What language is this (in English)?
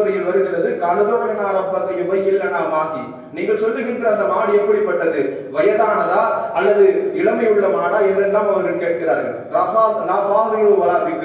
Tamil